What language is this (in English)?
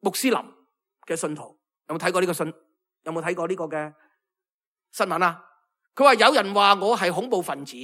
Cantonese